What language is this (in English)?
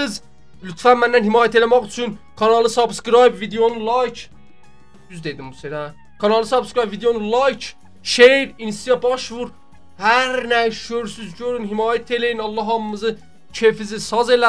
South Azerbaijani